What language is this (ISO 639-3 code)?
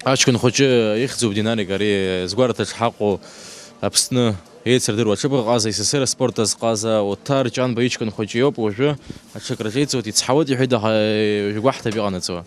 abk